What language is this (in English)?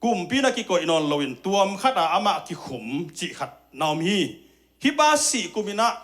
Tedim Chin